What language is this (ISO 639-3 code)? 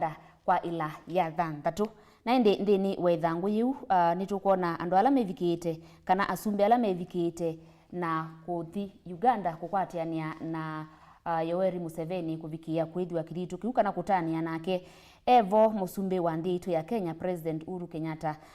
kam